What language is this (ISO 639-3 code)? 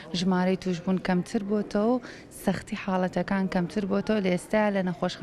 ckb